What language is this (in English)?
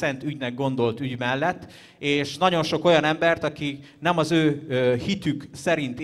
Hungarian